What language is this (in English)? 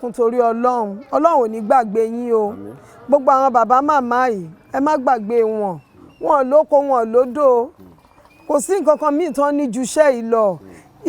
Yoruba